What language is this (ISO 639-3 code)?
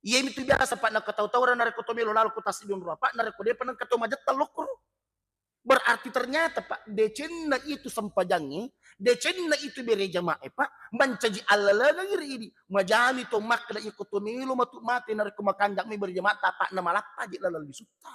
bug